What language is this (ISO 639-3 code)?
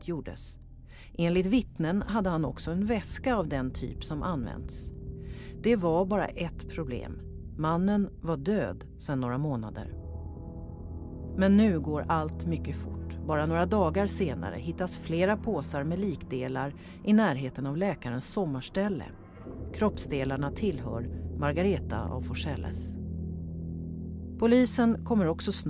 swe